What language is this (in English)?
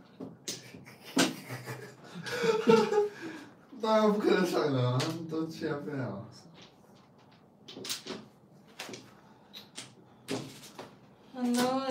Chinese